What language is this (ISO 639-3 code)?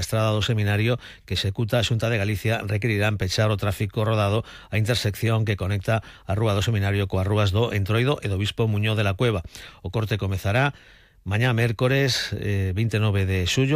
glg